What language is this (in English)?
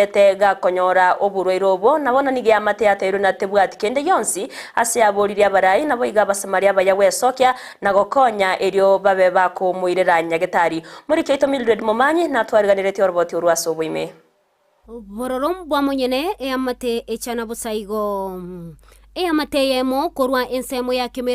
Gusii